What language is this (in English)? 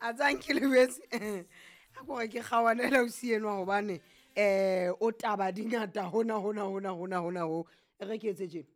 Southern Sotho